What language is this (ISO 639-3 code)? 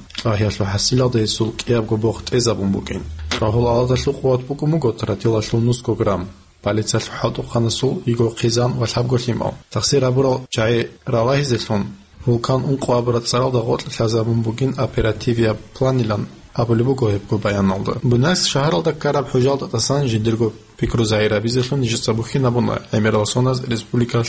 ava